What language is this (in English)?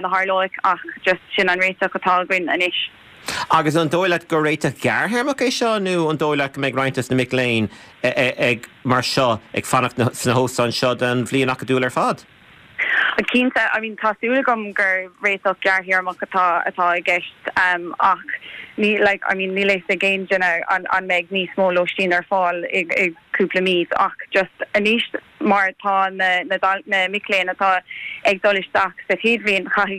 Irish